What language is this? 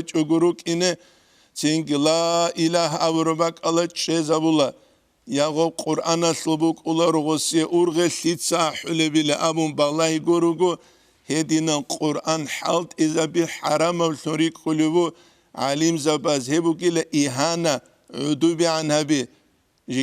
Avaric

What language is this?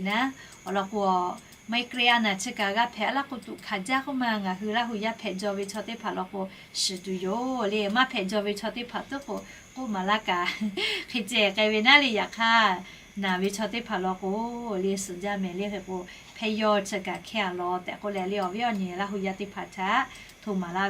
Lahu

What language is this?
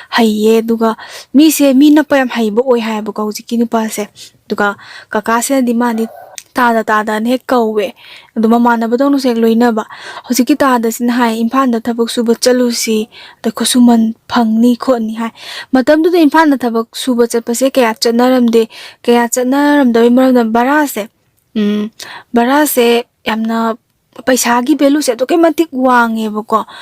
Manipuri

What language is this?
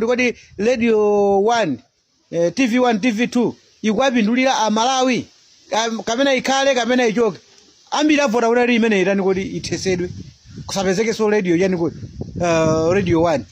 Nyanja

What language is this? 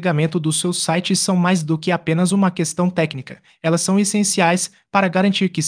Portuguese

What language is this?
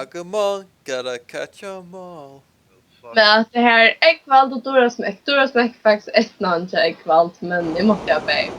Faroese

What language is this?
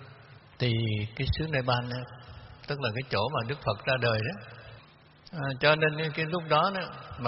Vietnamese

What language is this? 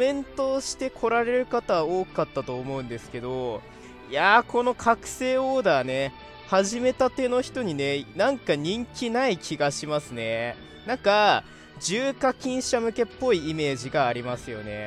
Japanese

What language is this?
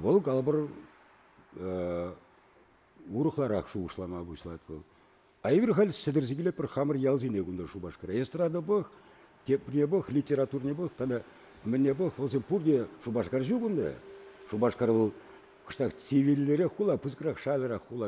Chuvash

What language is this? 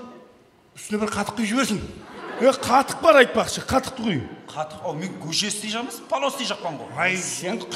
Kara-Kalpak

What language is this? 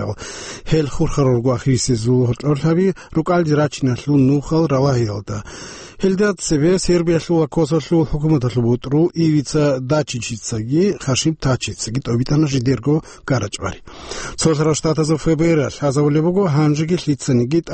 Avaric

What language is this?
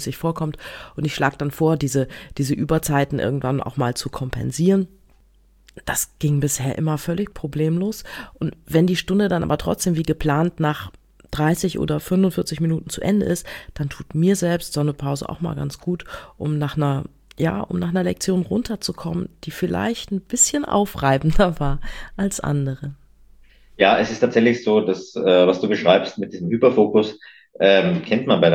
German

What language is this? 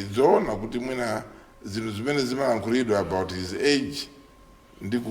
Nyanja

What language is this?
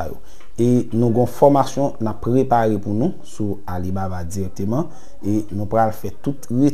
Haitian Creole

